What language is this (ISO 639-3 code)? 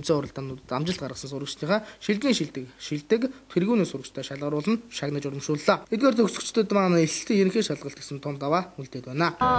mon